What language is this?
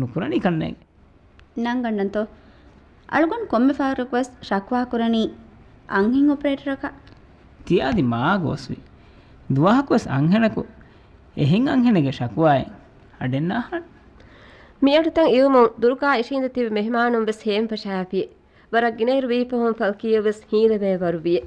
Divehi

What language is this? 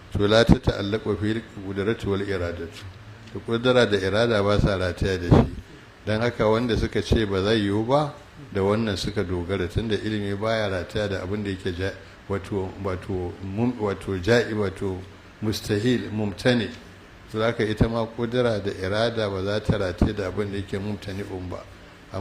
Hausa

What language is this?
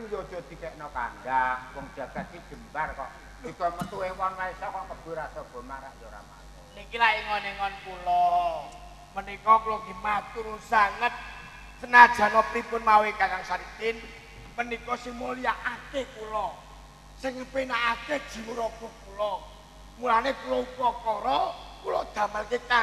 Javanese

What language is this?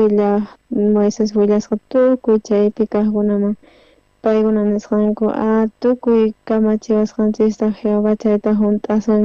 South Bolivian Quechua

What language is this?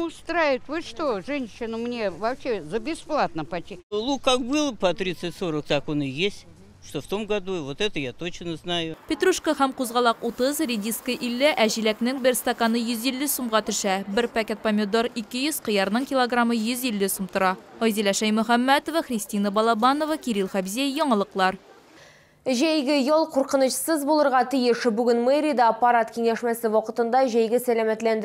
Tatar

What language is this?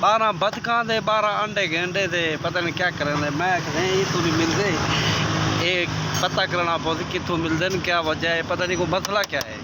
Saraiki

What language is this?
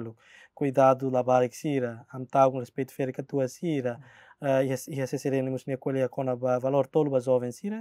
Tetum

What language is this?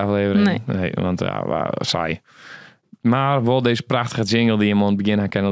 Western Frisian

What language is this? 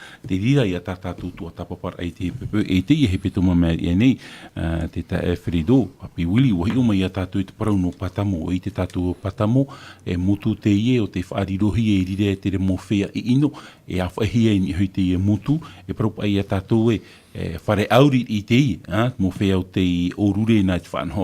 Tahitian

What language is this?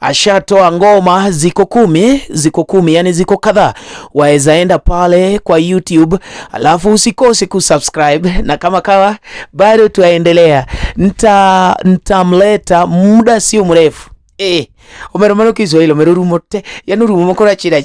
Luo (Kenya and Tanzania)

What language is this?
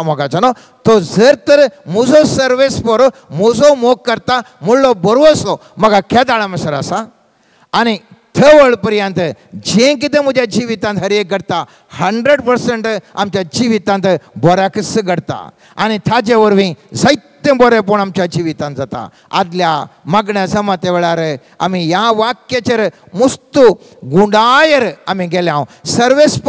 Konkani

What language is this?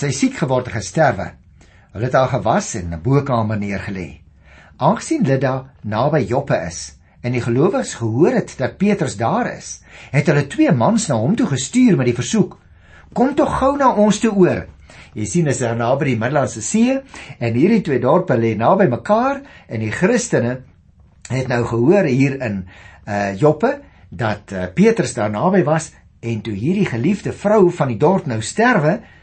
Afrikaans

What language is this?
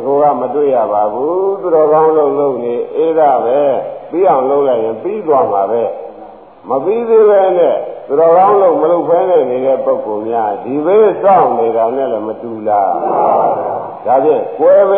Burmese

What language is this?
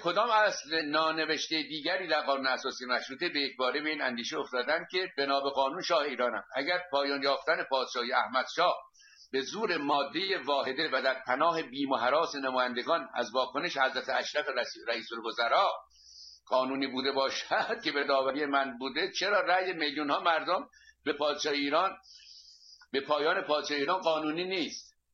Persian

